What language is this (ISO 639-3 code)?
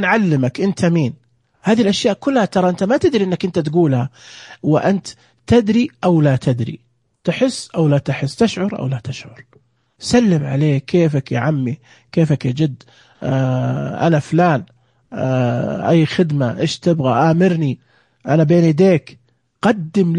ars